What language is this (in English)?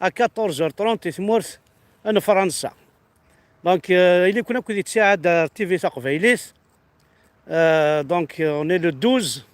Kabyle